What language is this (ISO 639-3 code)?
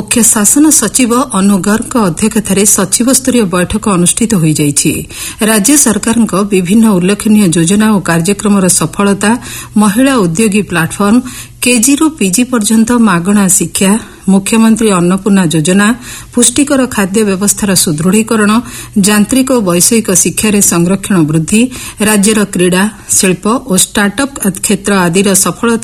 ori